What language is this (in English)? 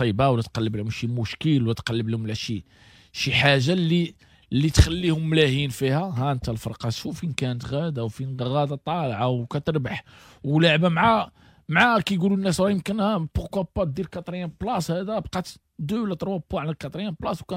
Moroccan Arabic